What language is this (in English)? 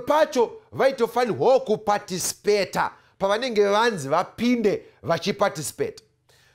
Shona